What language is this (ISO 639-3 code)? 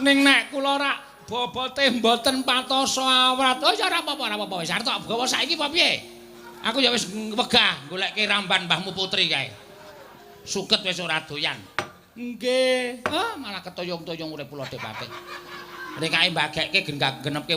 jav